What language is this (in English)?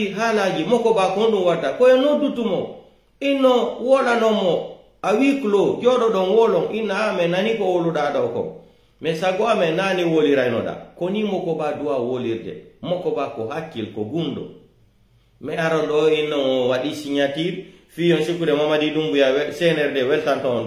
Pular